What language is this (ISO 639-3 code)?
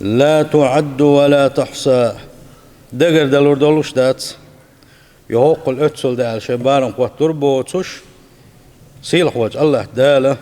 che